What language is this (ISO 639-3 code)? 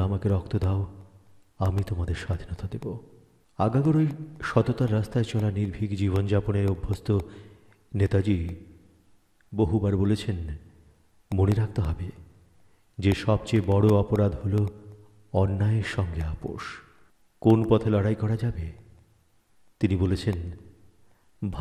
ben